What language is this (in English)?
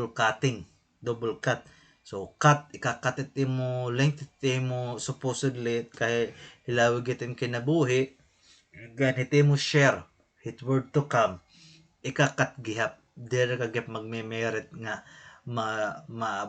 Waray